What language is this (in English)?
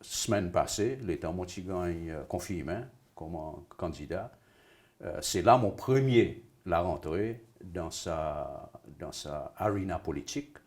Seselwa Creole French